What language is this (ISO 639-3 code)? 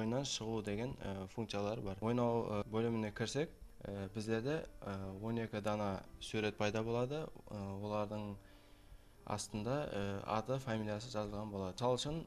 kaa